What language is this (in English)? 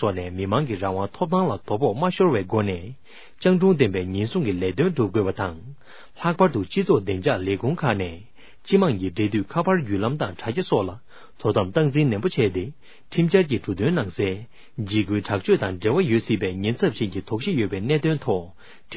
Tibetan